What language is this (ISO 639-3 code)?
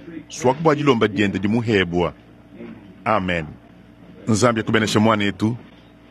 lua